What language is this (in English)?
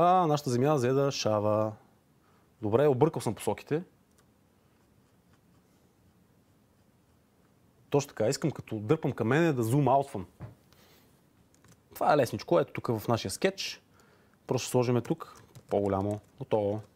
Bulgarian